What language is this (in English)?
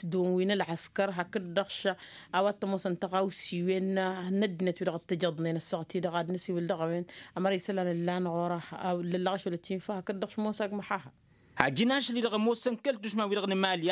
Tamasheq